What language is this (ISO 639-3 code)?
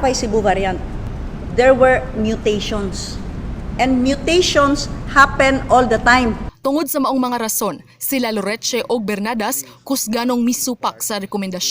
ceb